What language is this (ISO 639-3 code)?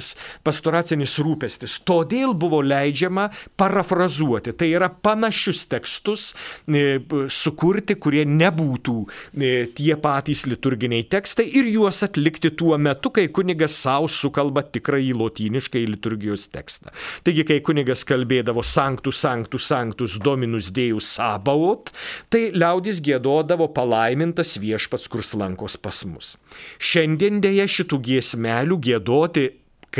lit